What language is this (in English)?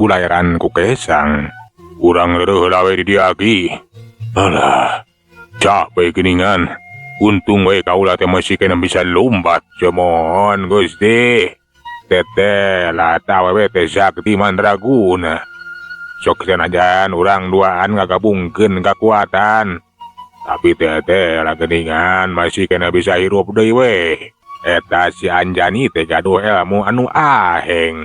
Sundanese